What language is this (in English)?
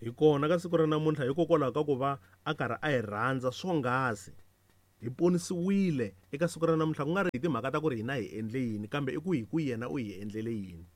Tsonga